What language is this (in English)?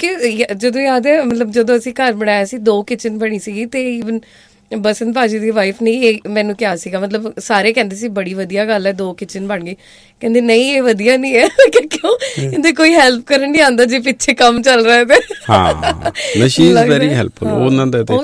Punjabi